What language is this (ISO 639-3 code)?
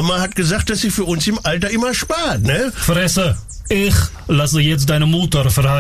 deu